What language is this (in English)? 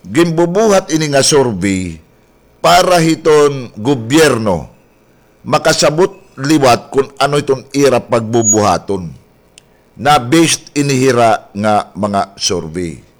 Waray